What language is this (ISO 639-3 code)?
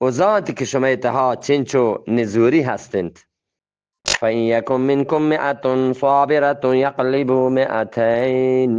bgp